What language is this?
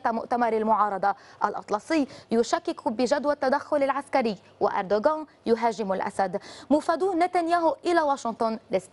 Arabic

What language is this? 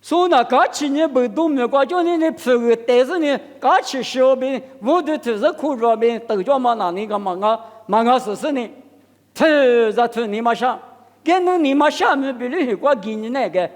Lisu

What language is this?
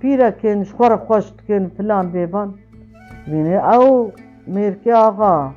Kurdish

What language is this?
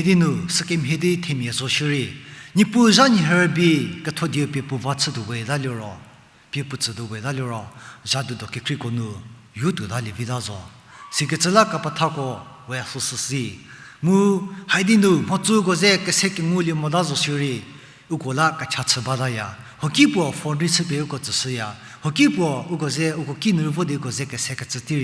Angami Naga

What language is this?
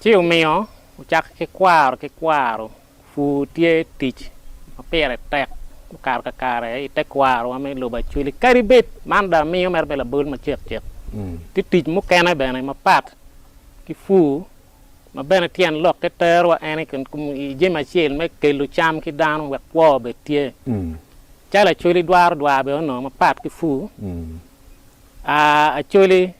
Acoli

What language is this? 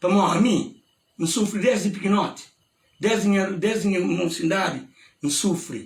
Kabuverdianu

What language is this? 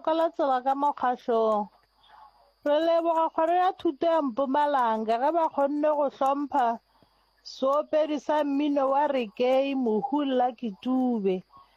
Northern Sotho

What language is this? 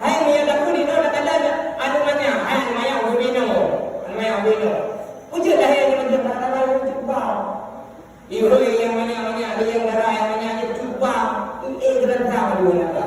Achinese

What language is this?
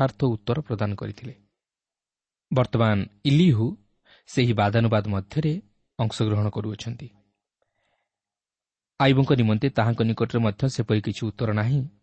Odia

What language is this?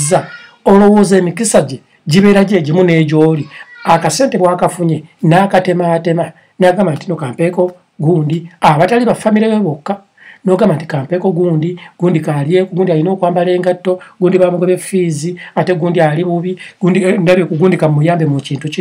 Ganda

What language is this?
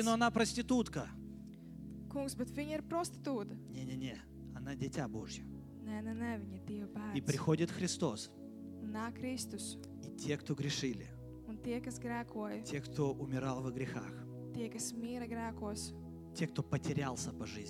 Russian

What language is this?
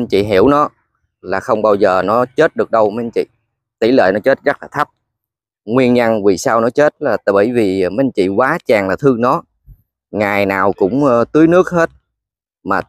Vietnamese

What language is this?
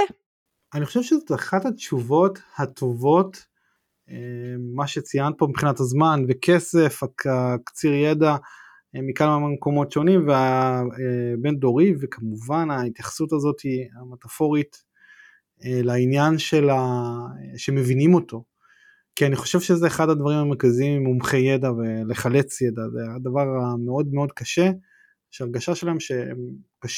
Hebrew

